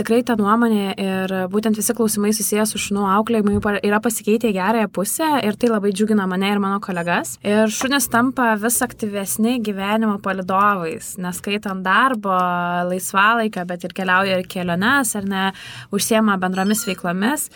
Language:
Lithuanian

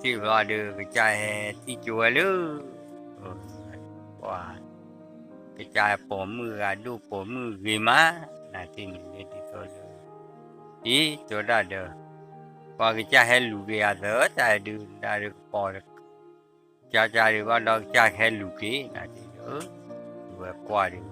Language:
S'gaw Karen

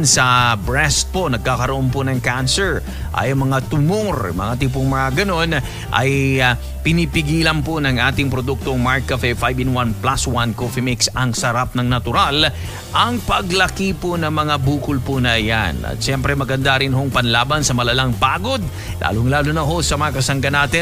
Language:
Filipino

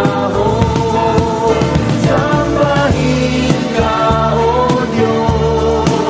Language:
Filipino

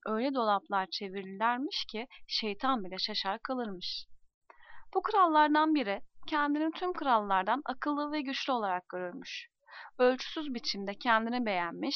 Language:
Turkish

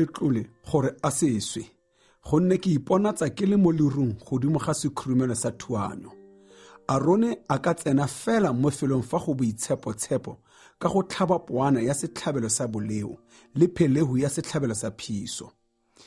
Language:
Tswana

